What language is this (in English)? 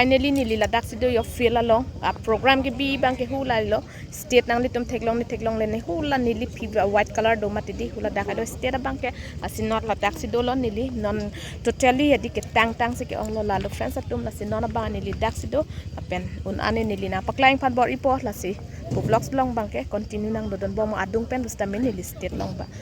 Karbi